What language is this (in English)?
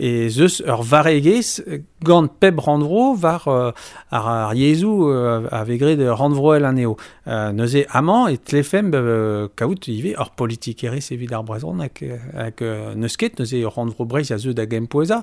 Breton